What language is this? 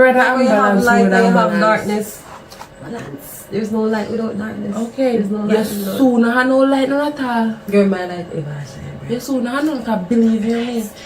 Jamaican Creole English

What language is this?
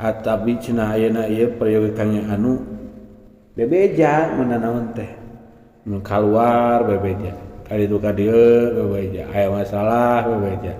Sundanese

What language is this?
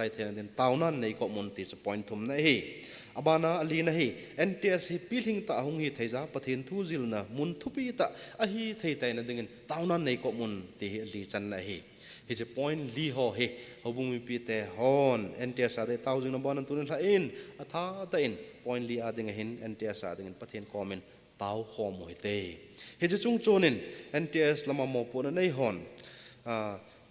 Thado Chin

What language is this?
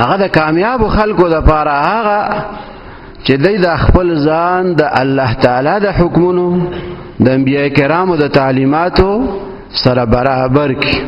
Pashto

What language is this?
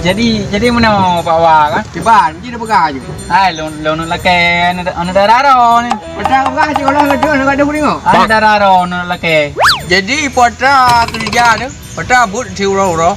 Achinese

